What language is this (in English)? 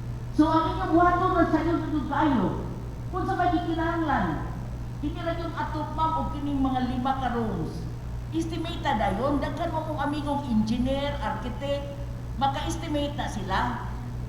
Cebuano